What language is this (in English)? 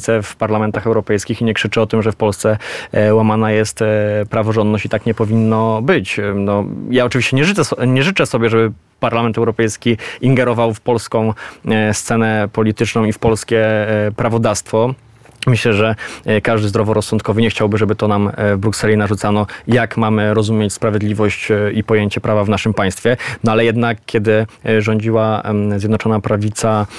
Polish